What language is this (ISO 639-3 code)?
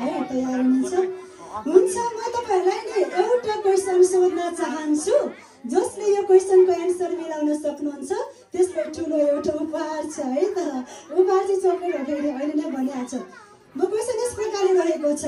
nep